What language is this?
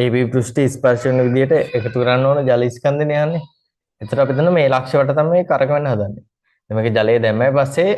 Sinhala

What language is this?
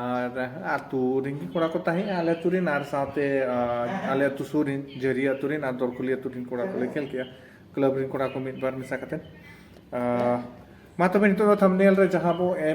Santali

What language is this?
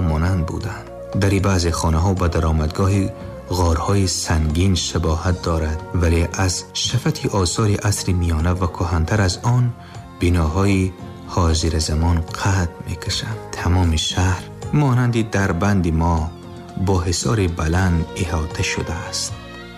Tajik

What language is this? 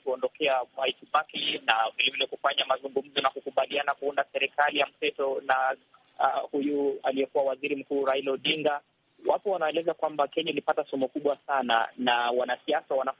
Swahili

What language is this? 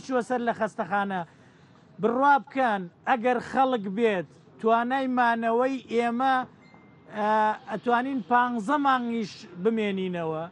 Central Kurdish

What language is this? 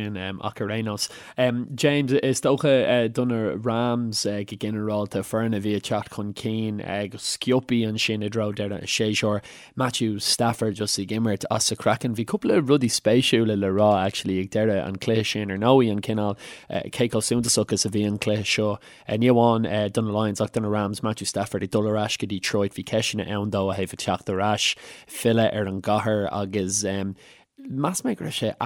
Irish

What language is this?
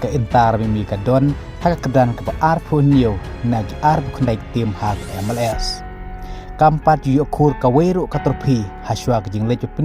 Khasi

